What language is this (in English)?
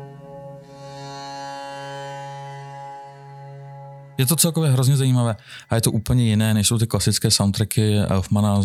Czech